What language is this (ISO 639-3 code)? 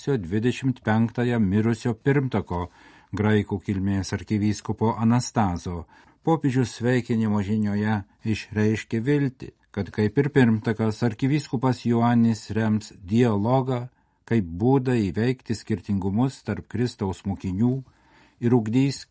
lit